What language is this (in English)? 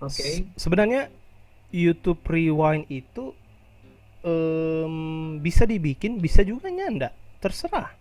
Manado Malay